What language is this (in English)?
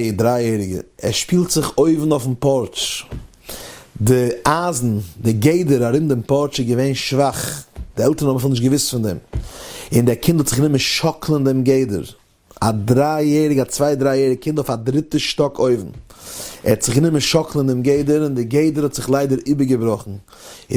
Yiddish